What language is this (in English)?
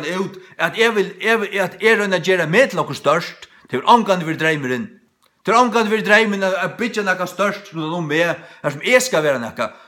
Faroese